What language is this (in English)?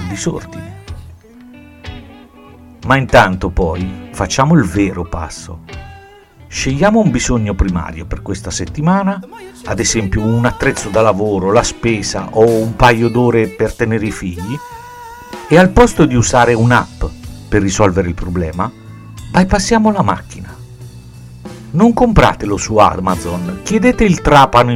Italian